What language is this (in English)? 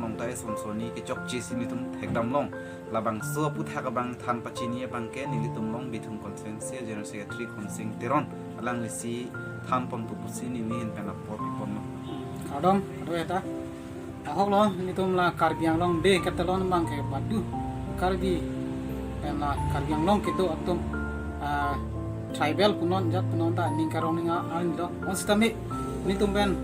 Karbi